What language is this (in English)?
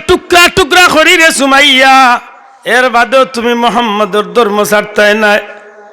Sylheti